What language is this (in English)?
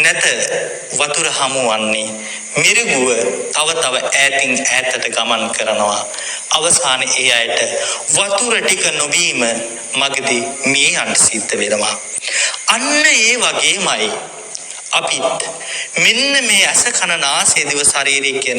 Sinhala